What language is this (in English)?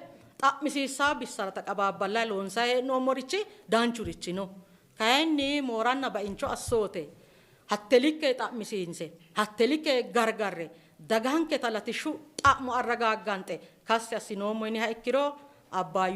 Sidamo